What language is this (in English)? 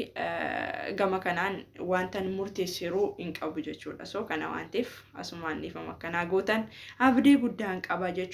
Oromo